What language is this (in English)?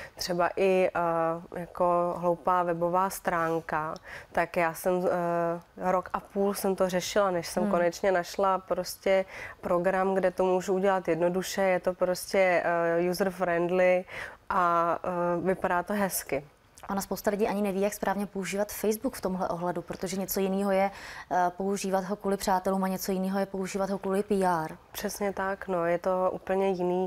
Czech